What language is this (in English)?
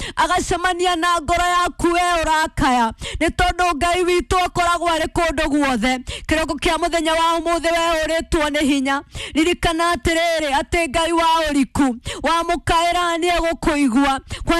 Kikuyu